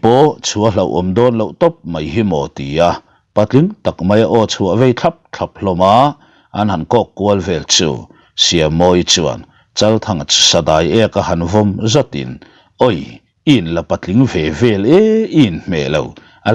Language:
Mizo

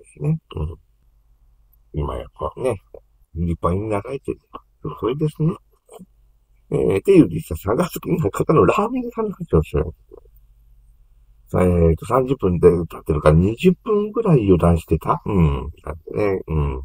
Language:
Japanese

